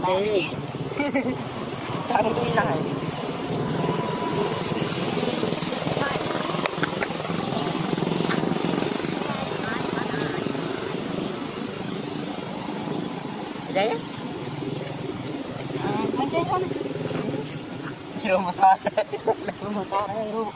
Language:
Vietnamese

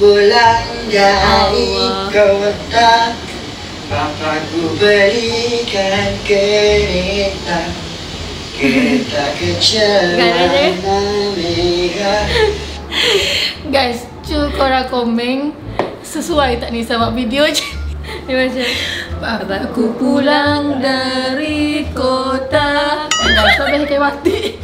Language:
Malay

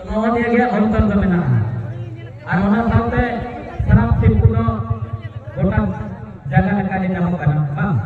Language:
Santali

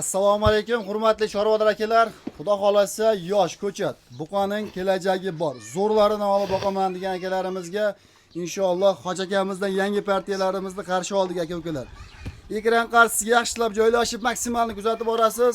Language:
Uzbek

